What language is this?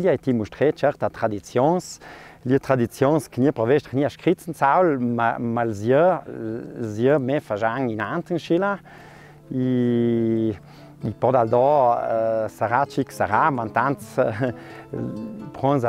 Ladin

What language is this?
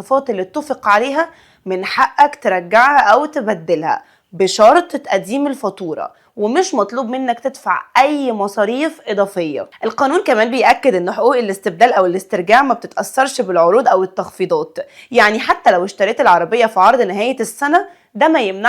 Egyptian Arabic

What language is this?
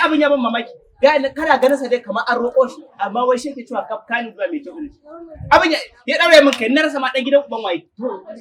Hausa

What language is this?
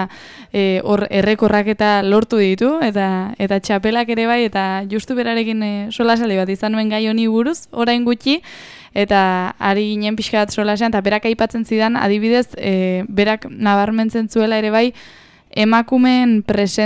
Basque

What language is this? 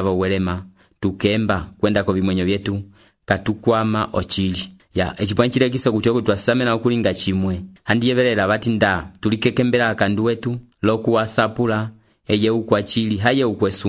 Umbundu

